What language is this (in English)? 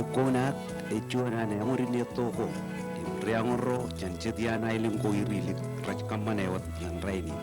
Marshallese